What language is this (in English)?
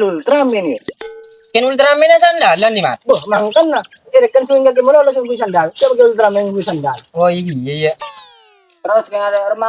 Madurese